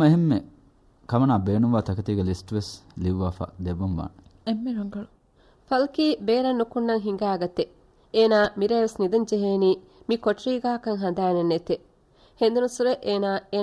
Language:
Divehi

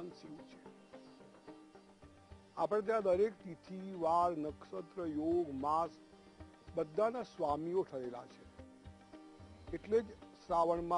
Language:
Gujarati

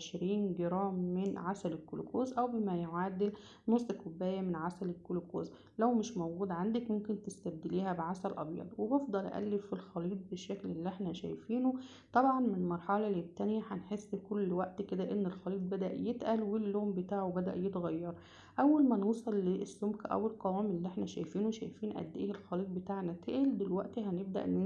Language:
Egyptian Arabic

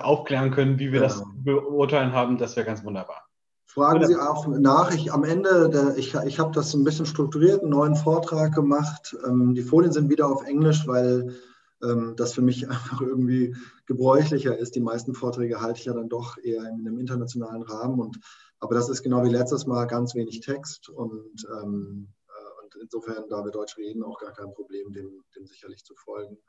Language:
German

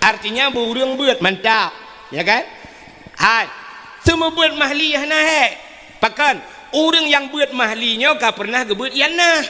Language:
Achinese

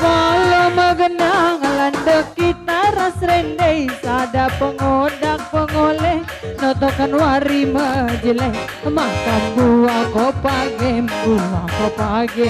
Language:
Batak Karo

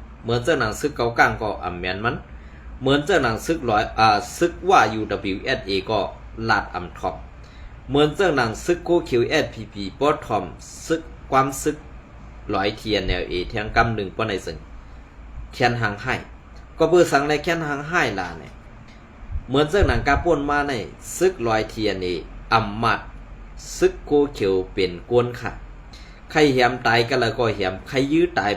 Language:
Shan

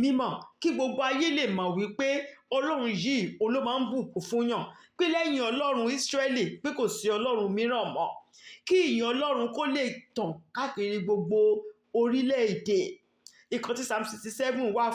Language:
Yoruba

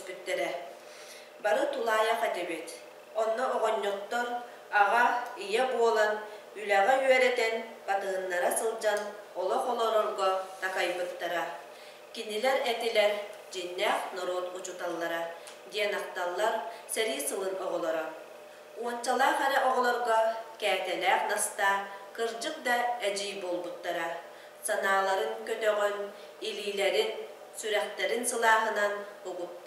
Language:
Yakut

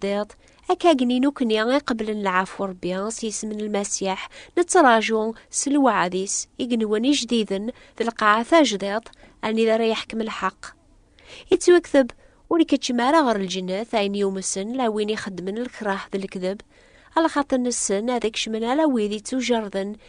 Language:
Kabyle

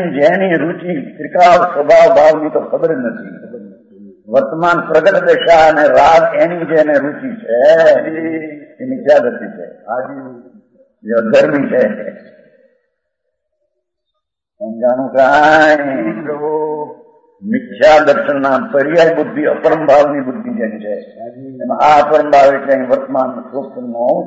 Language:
Gujarati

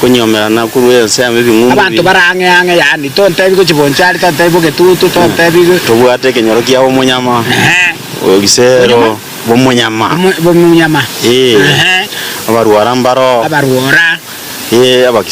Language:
Gusii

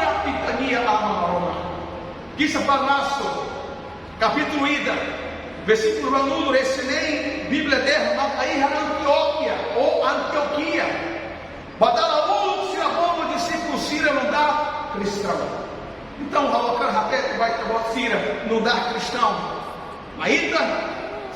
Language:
Tetum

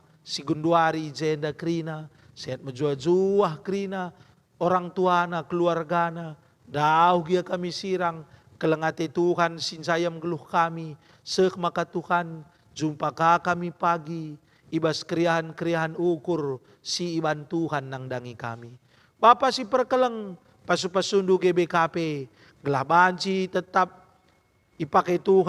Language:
Batak Karo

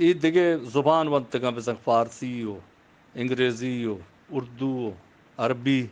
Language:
Eastern Balochi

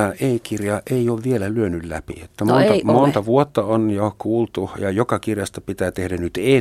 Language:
Finnish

